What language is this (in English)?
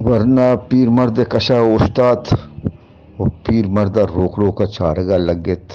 Eastern Balochi